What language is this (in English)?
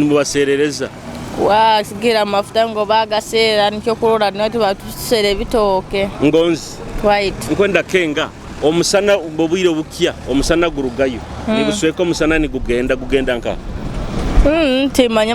Tooro